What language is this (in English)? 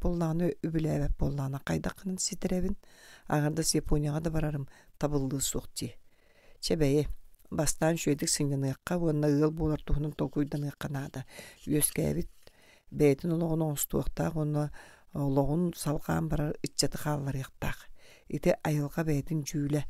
Yakut